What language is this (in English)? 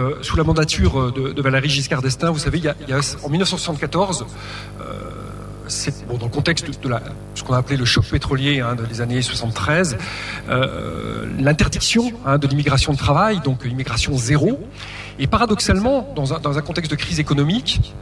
French